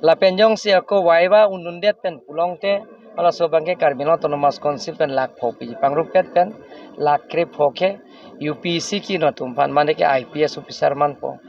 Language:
Karbi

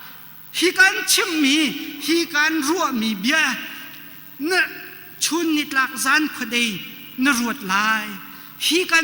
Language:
Hakha Chin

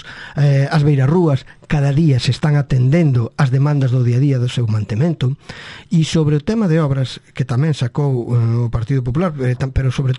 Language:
Galician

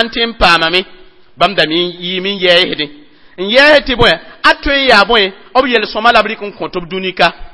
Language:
Mossi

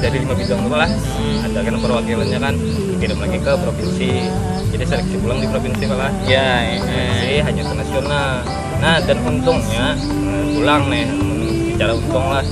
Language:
Banjar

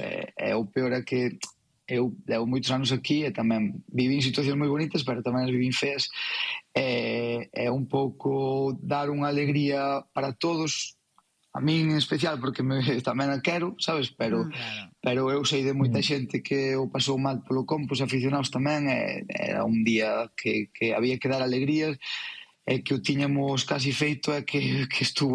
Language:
Galician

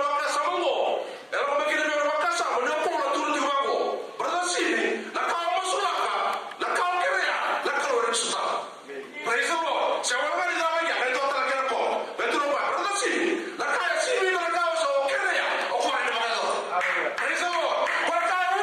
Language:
Fijian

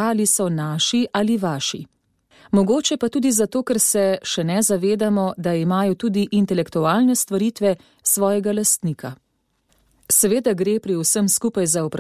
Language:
Slovenian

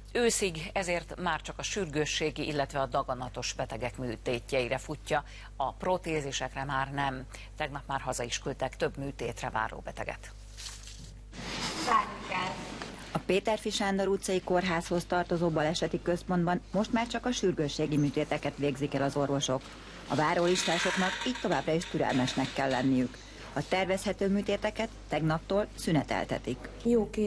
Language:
Hungarian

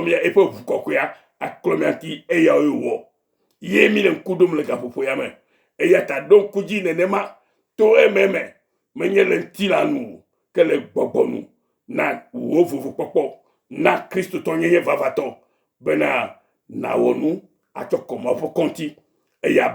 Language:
Ewe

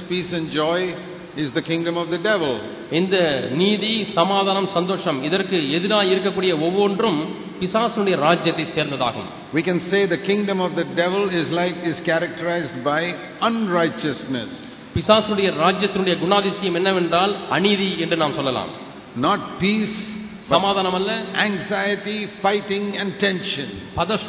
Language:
Tamil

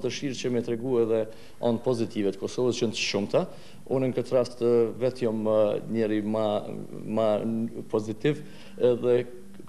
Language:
Albanian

